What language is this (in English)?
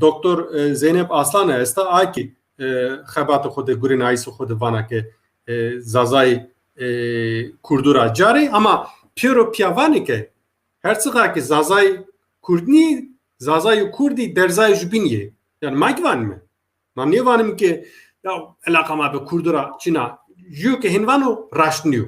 Zaza